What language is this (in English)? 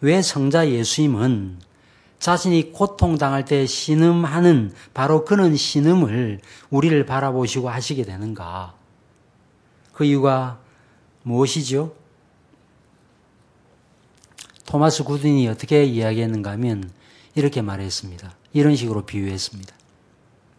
Korean